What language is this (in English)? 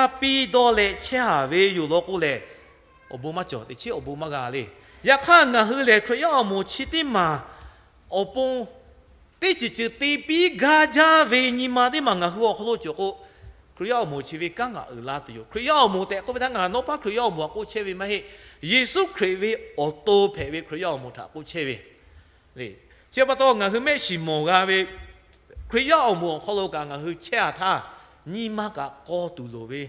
Lahu